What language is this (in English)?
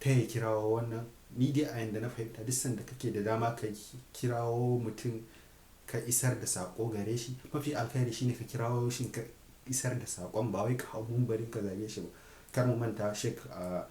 Hausa